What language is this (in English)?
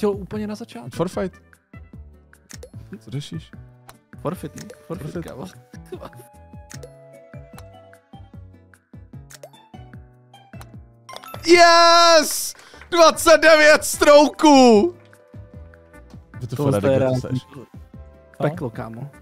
Czech